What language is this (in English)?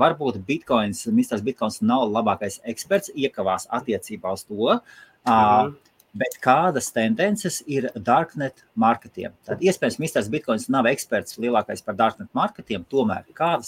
Latvian